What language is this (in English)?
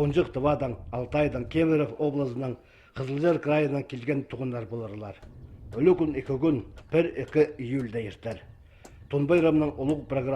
Khakas